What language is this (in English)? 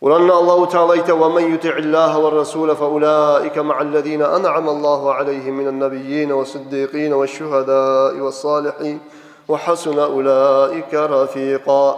Kumyk